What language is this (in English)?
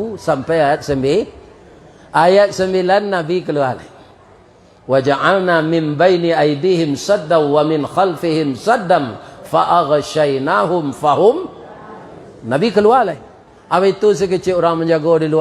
Minangkabau